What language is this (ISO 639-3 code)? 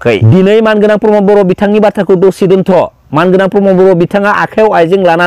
brx